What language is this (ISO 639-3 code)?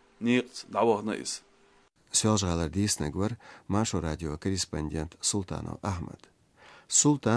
che